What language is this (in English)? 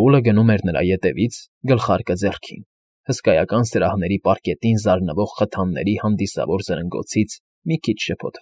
Armenian